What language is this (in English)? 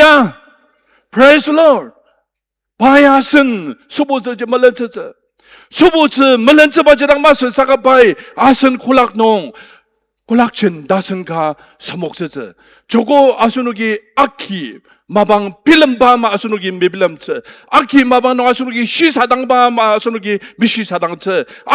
Ao Naga